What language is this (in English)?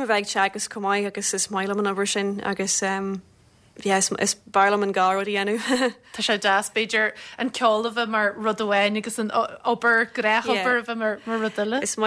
Irish